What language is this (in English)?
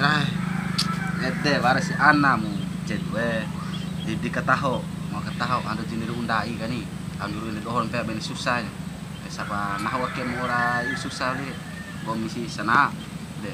Bima